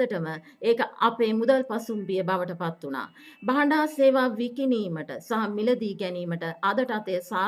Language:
Sinhala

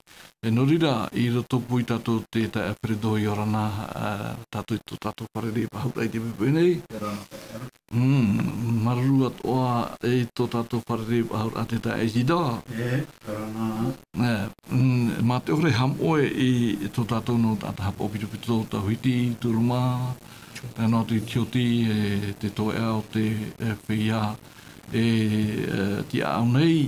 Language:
Tahitian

